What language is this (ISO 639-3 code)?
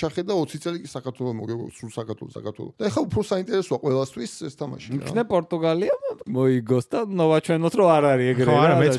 kat